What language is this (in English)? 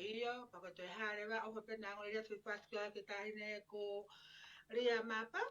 Tongan